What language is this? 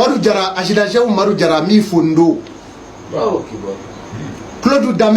Bambara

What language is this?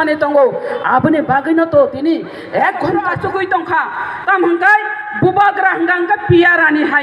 Kok Borok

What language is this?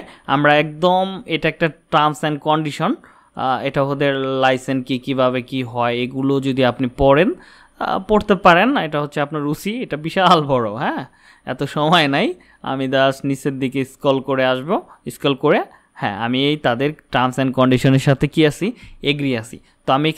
Bangla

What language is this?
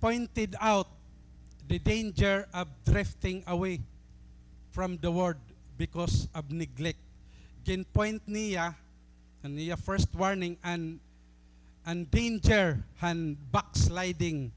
Waray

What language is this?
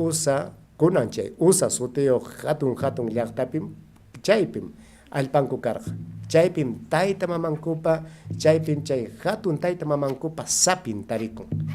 Ayacucho Quechua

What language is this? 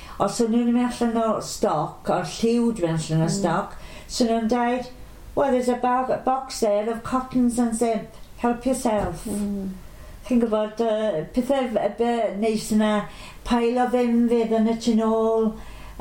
Welsh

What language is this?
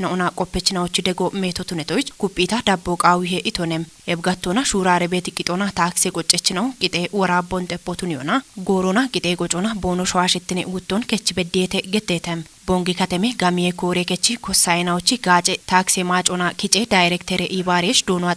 Kafa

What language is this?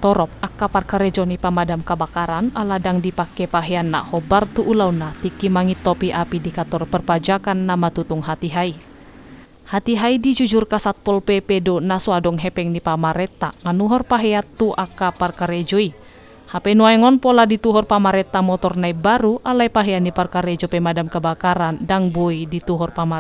Batak Toba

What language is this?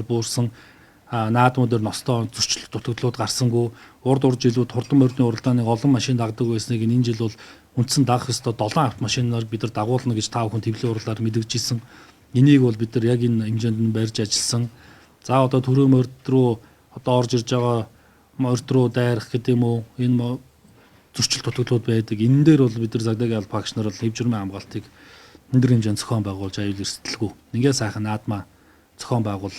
Mongolian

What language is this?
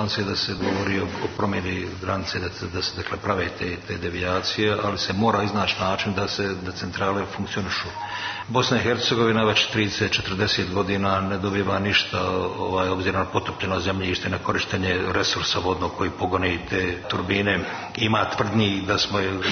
Serbian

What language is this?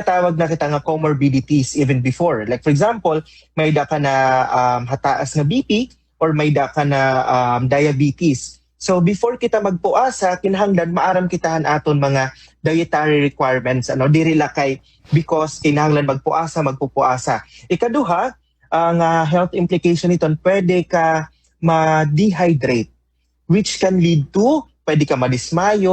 Waray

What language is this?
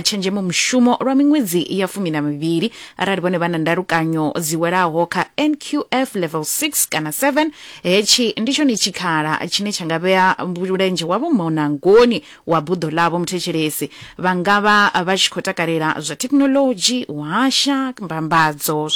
Venda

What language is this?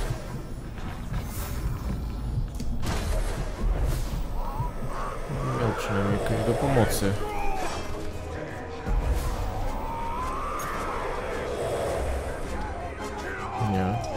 Polish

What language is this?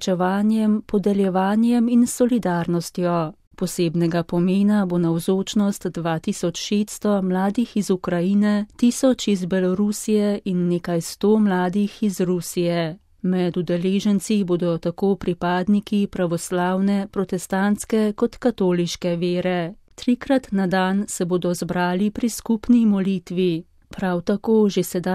Slovenian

